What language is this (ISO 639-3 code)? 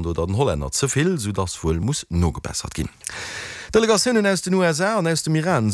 ltz